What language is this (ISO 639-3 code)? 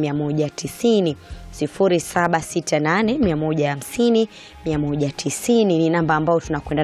swa